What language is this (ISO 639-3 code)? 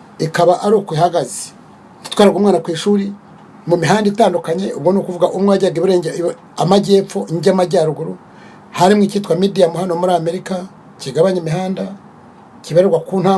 kin